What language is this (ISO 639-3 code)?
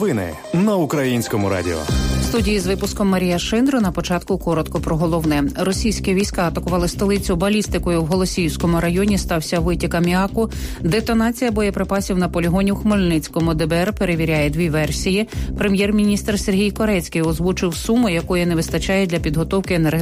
ukr